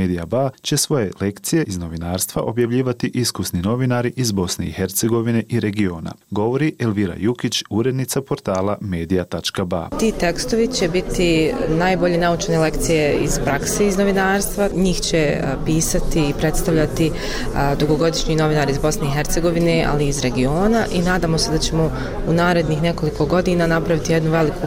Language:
Bosnian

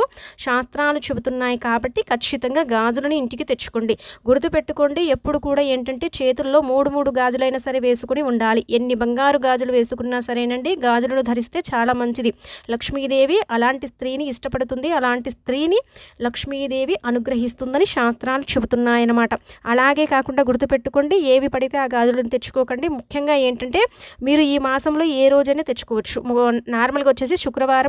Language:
Telugu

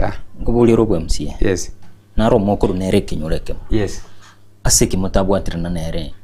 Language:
Gusii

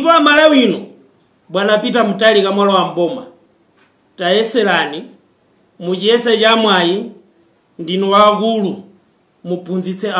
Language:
Nyanja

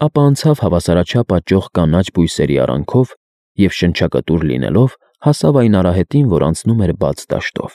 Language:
Armenian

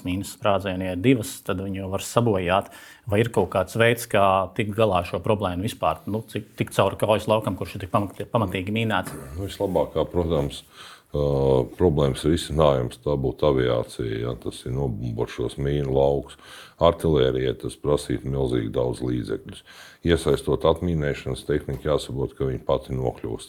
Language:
Latvian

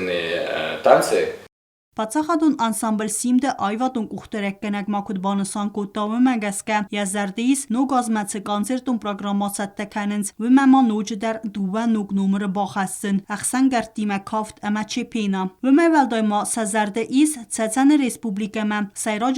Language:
Ossetic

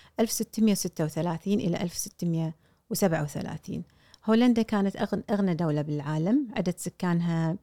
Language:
Gulf Arabic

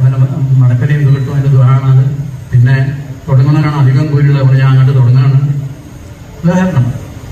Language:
Malayalam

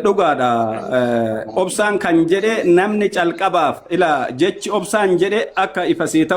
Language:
Oromo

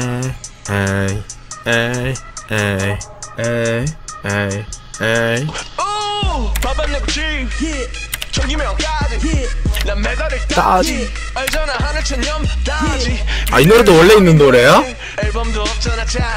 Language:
Korean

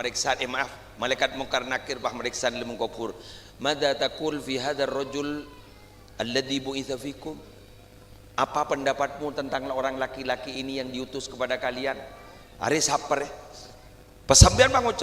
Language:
Madurese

